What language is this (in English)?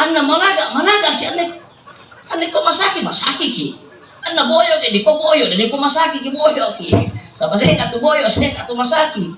Toraja-Sa'dan